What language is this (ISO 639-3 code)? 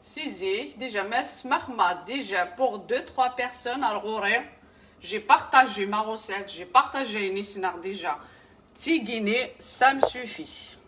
kab